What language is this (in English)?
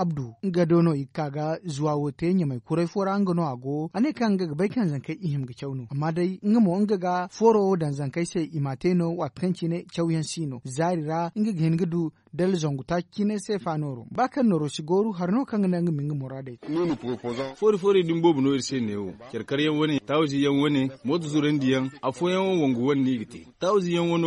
Zarma